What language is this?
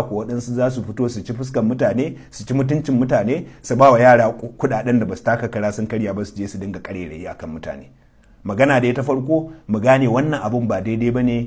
Hausa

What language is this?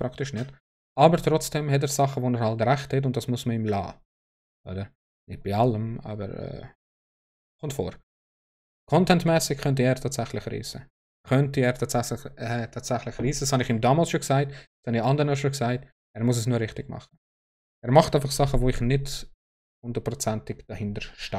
Swiss German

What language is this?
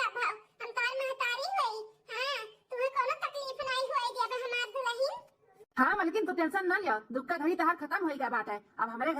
Awadhi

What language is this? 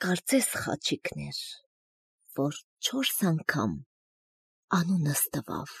Armenian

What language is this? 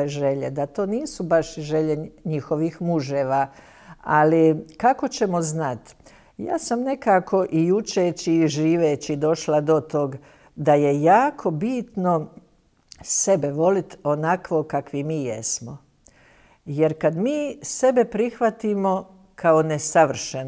Croatian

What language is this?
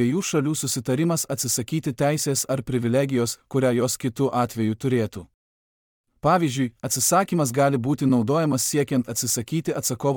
Lithuanian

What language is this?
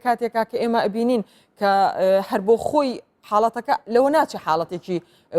Central Kurdish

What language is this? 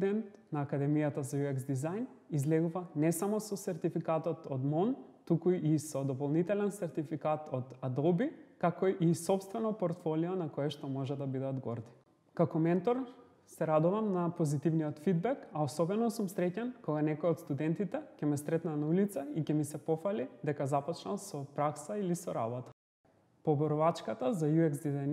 Macedonian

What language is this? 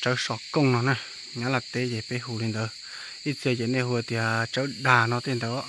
Hmong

